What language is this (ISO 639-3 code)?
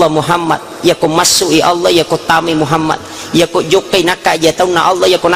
bug